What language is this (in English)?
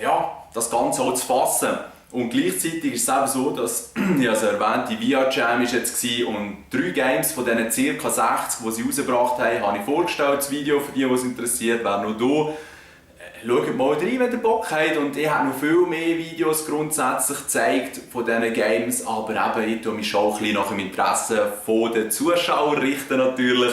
Swiss German